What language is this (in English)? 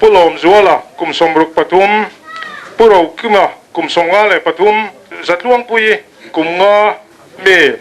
Mizo